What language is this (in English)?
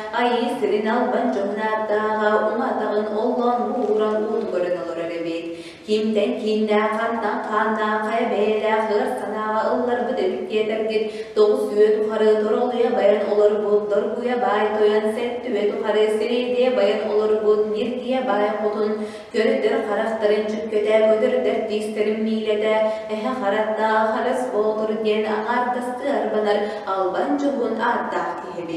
Yakut